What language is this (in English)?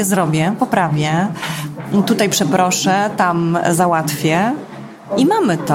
Polish